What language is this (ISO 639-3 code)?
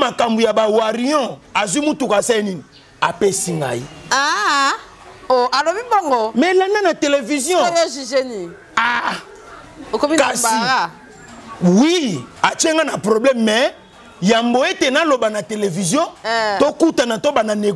lin